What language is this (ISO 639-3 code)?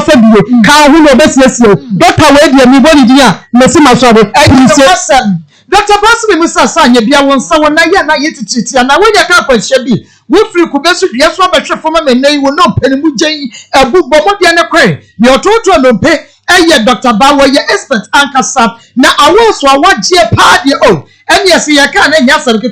aka